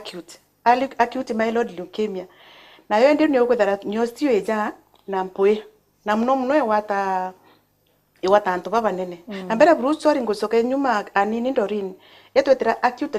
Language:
Meru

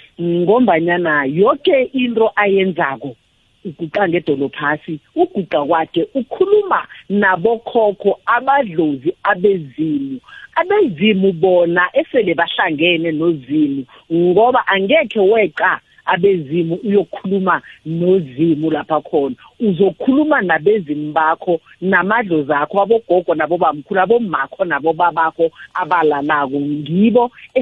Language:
South Ndebele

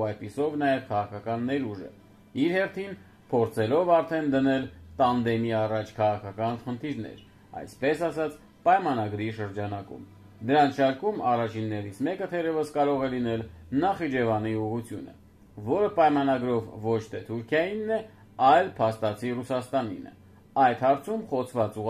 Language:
Armenian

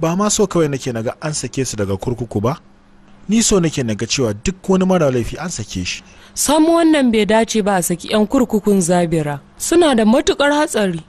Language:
Hausa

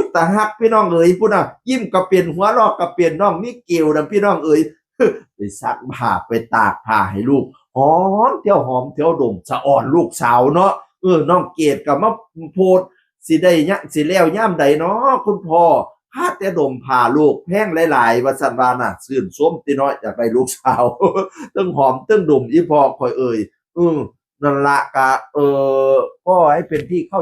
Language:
Northeastern Thai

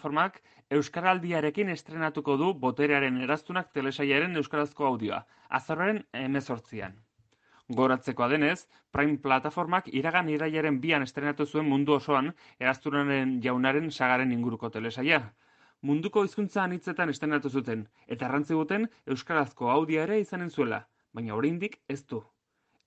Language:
Basque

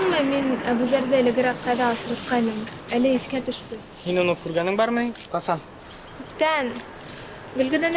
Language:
Bashkir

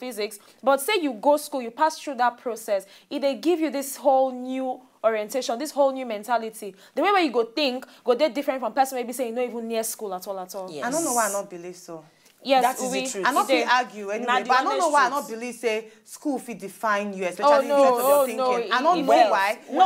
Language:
Nigerian Pidgin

